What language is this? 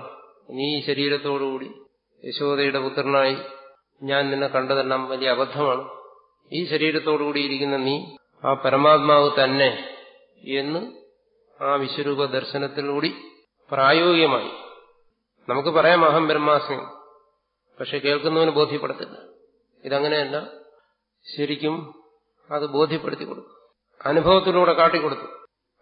Malayalam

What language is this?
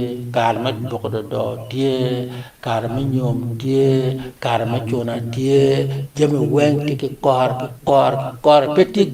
Acoli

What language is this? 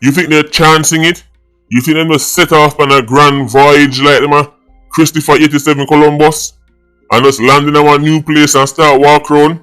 Jamaican Creole English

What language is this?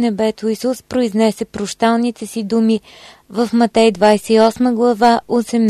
Bulgarian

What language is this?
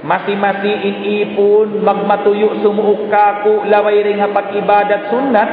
Tausug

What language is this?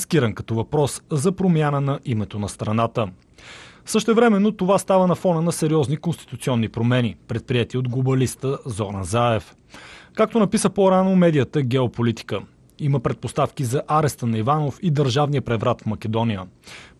Bulgarian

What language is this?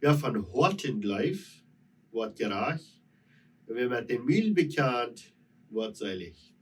Plautdietsch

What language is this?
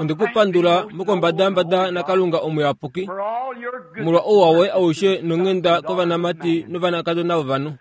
Kuanyama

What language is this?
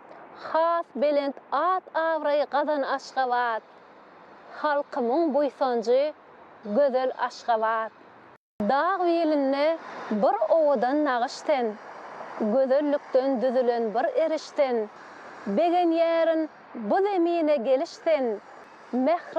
Turkmen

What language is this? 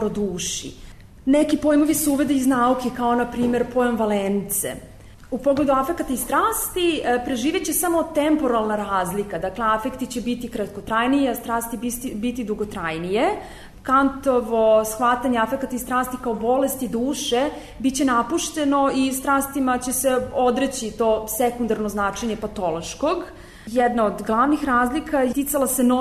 Serbian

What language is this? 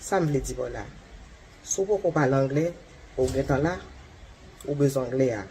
Haitian Creole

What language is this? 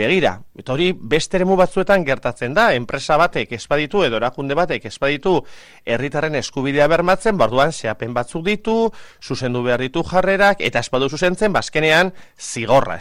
Basque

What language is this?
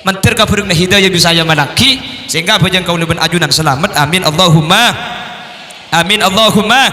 Madurese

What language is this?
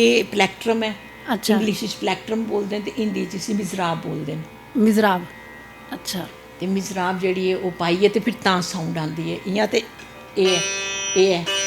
Dogri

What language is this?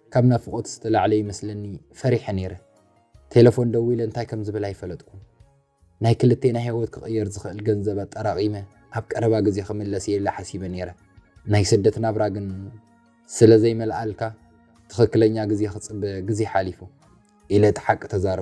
Tigrinya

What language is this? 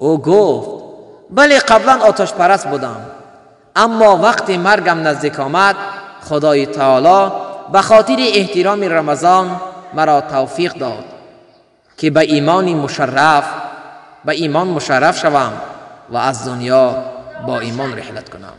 Tajik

